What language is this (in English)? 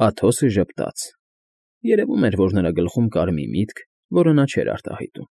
Armenian